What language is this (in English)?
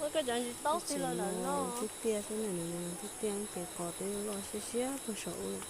Hmong